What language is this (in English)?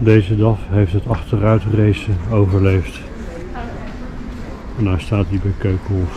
Dutch